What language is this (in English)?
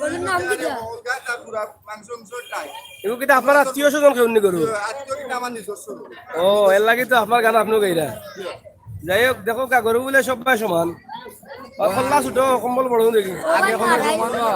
Sylheti